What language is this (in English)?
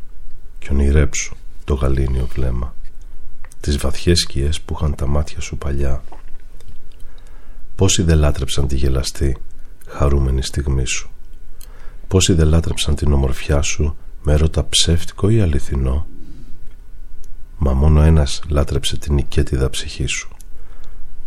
Greek